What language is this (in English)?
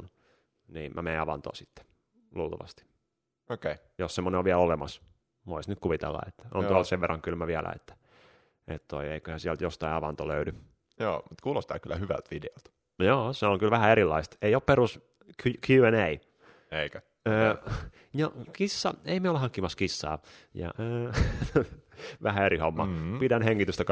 Finnish